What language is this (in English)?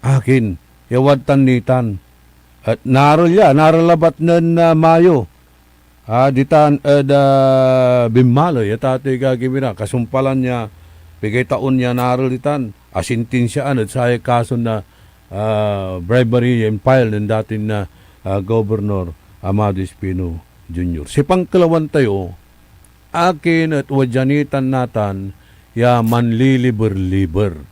Pangasinan